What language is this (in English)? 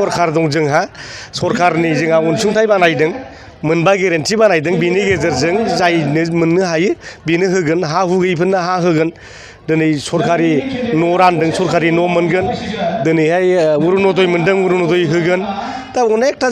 Bodo